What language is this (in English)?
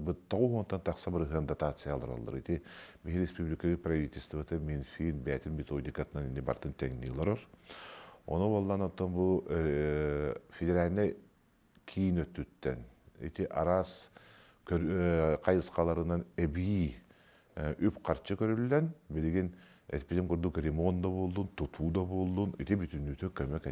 Yakut